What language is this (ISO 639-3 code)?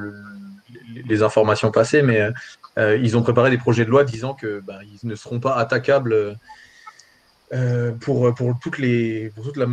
fra